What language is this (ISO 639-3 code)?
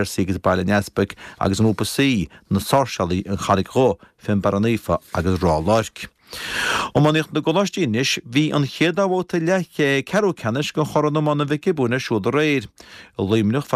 gle